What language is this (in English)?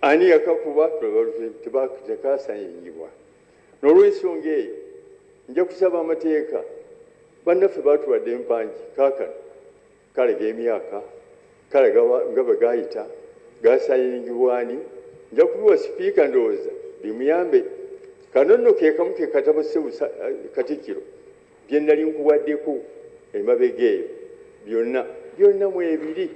Ganda